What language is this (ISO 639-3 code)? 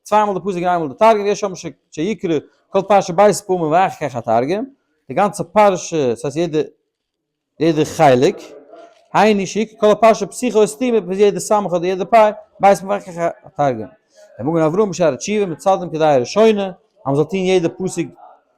yid